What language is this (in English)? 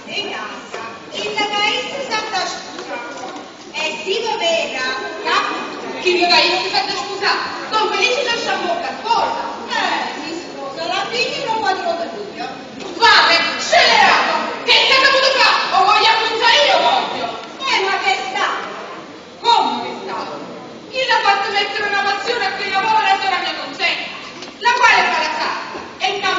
Neapolitan